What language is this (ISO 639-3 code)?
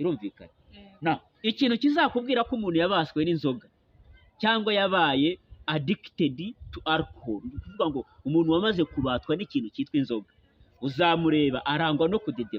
kin